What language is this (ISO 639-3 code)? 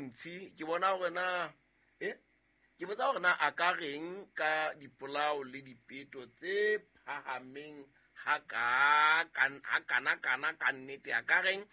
sot